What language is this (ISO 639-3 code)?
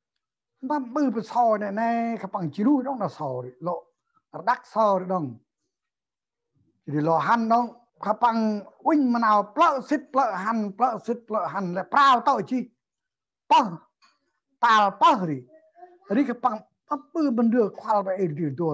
cmo